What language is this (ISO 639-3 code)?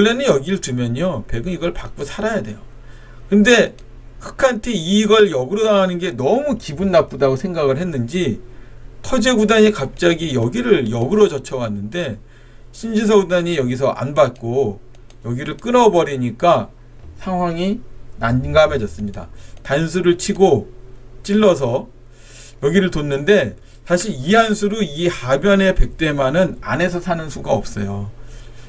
kor